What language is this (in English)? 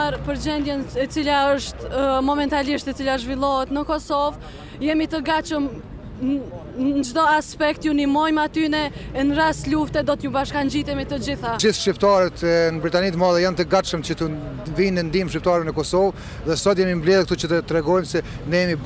Albanian